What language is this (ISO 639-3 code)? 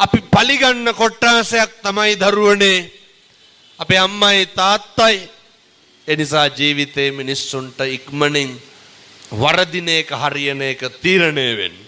sin